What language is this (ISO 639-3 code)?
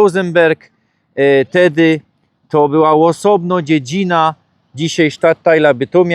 szl